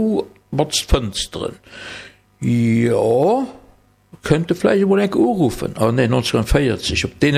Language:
Luxembourgish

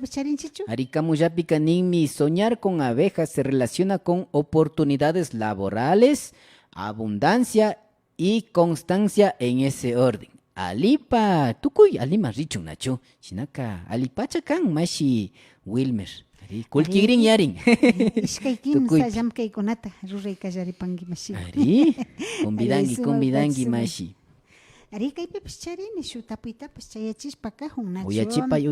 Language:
Imbabura Highland Quichua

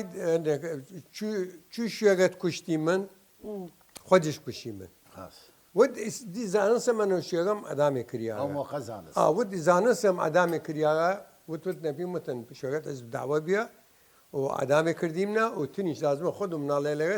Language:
Southern Kurdish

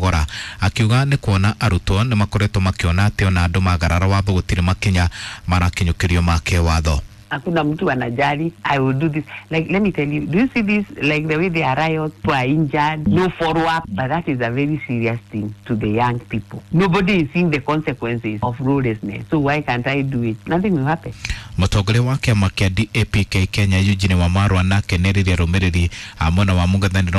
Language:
Kikuyu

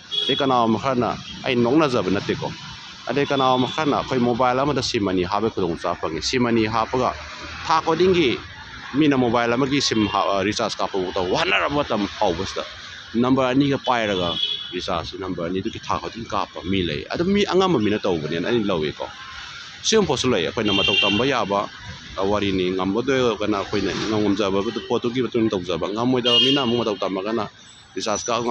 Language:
Manipuri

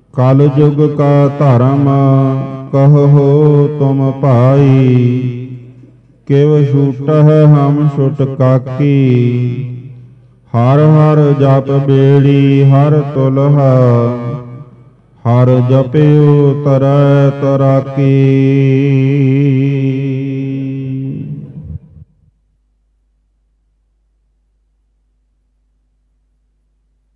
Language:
Punjabi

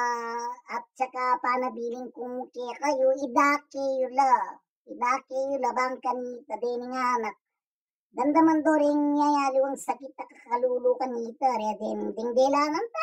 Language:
Pampanga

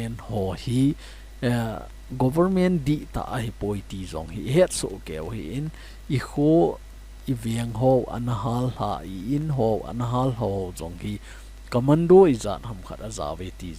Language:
Thado Chin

